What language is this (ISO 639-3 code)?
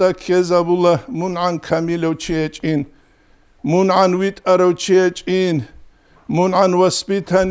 ava